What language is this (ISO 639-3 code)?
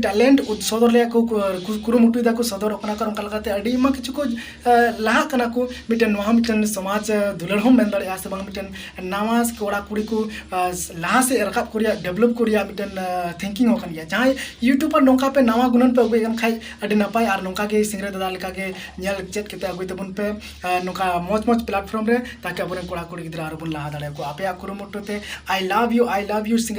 sat